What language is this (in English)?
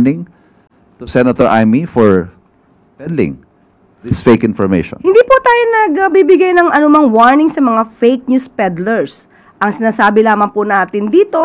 Filipino